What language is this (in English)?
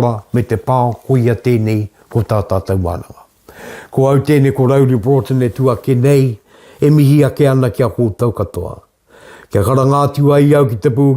Māori